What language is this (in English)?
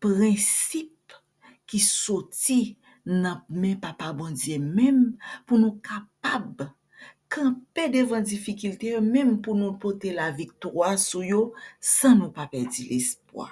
Haitian Creole